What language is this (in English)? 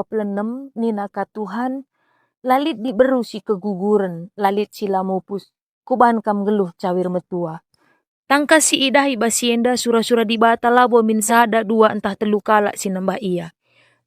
Batak Karo